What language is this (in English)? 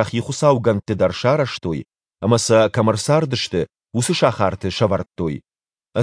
Ossetic